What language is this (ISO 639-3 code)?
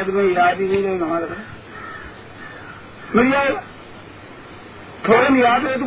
hin